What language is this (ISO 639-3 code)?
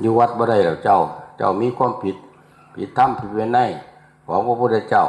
tts